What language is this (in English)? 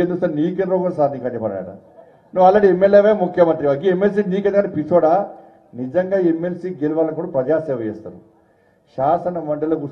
Telugu